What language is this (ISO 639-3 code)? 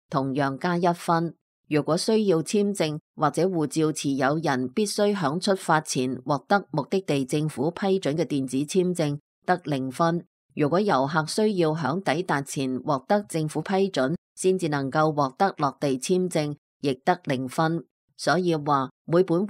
yue